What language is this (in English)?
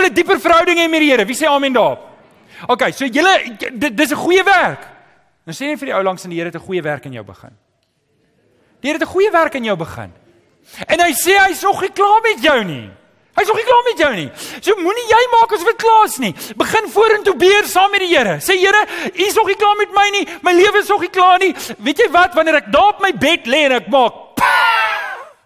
Afrikaans